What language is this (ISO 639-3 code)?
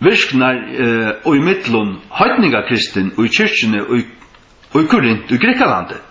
fao